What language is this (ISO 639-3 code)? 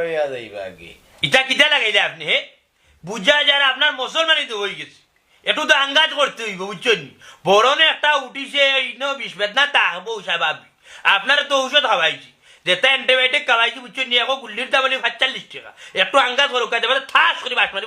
syl